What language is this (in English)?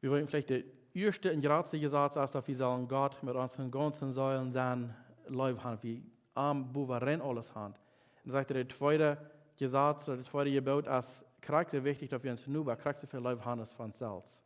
Plautdietsch